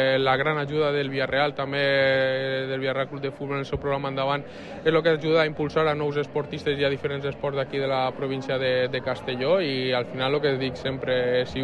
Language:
Catalan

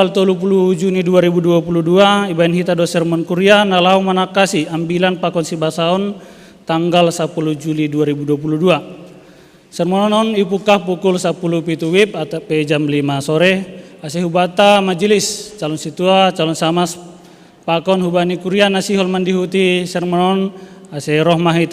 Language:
Batak Simalungun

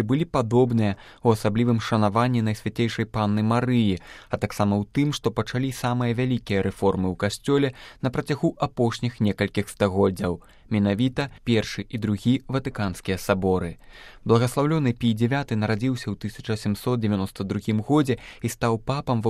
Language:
Belarusian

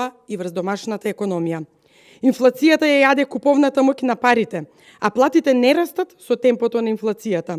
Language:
Macedonian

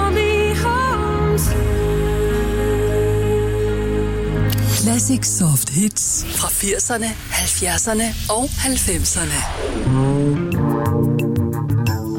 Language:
Danish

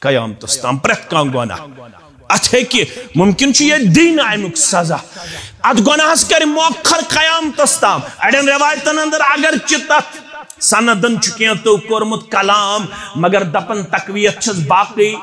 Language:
Kashmiri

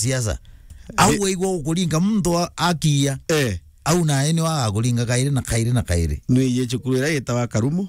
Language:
Meru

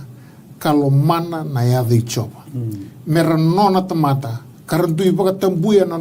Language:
Fijian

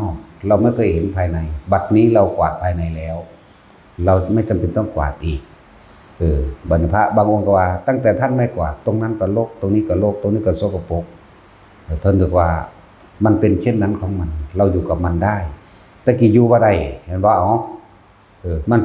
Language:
Northeastern Thai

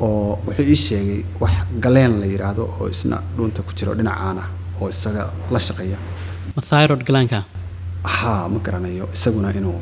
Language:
Somali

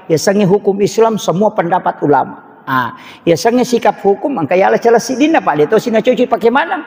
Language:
Buginese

